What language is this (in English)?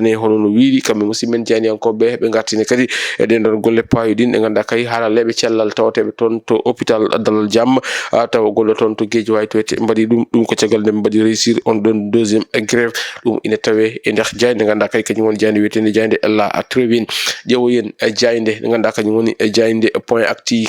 Fula